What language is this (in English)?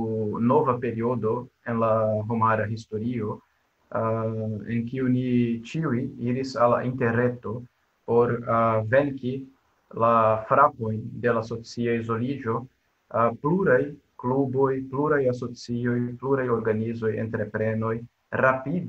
Esperanto